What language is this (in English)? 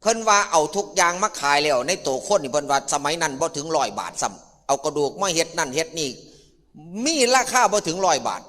Northeastern Thai